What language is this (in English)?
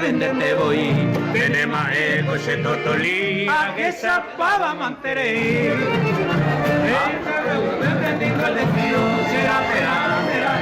Guarani